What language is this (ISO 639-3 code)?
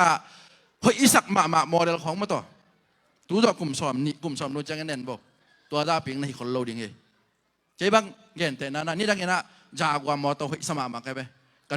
ctd